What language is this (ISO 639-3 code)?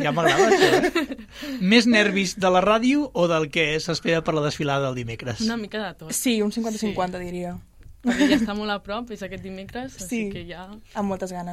cat